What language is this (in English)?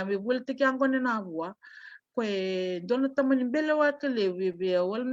Fijian